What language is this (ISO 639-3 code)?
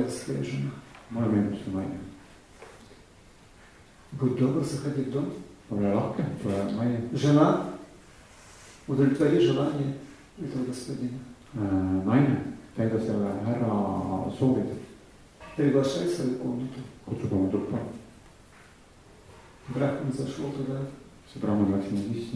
est